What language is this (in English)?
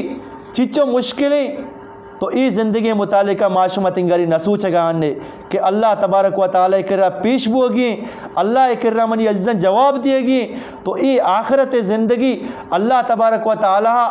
Eastern Balochi